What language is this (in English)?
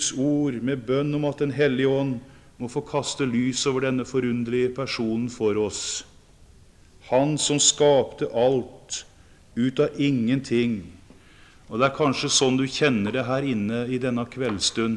Norwegian